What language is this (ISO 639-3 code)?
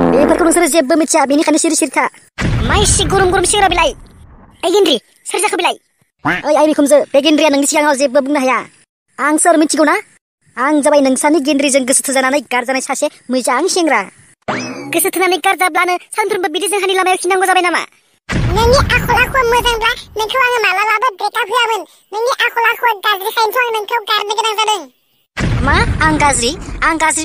brx